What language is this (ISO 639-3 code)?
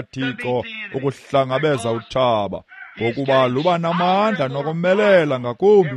xho